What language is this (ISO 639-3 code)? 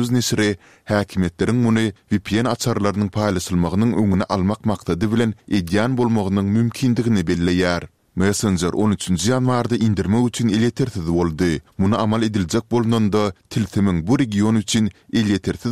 tuk